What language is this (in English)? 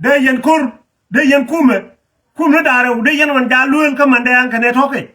Nuer